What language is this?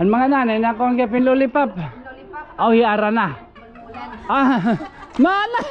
Waray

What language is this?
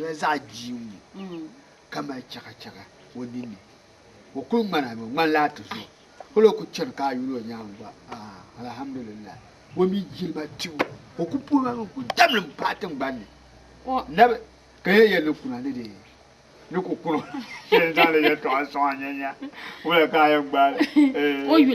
Dagbani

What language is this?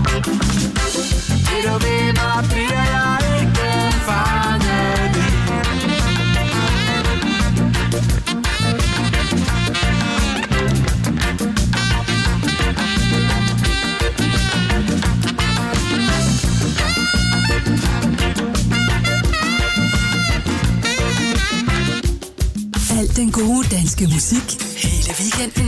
Danish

